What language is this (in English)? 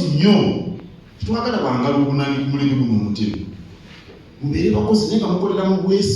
Ganda